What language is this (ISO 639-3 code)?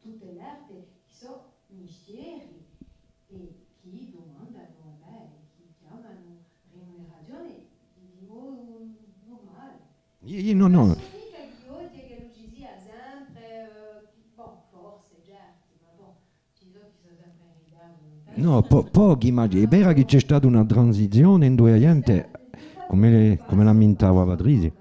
cos